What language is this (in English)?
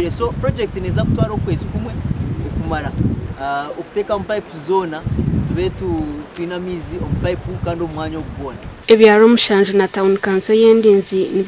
Nyankole